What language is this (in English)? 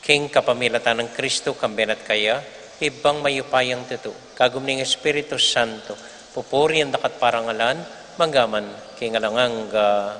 Pampanga